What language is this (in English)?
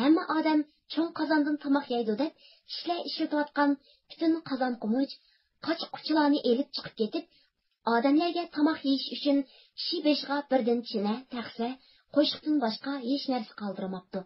Uyghur